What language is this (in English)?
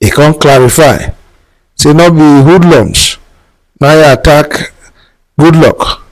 Nigerian Pidgin